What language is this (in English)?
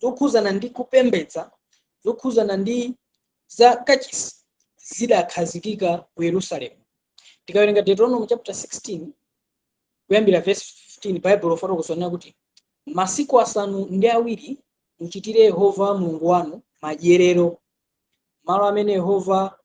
Nyanja